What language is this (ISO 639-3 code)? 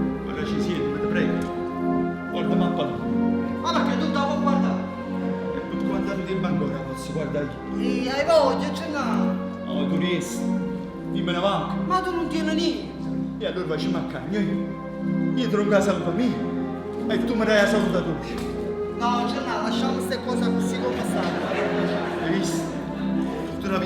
nap